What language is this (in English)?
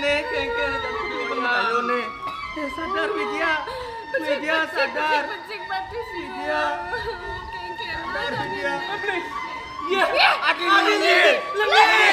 Balinese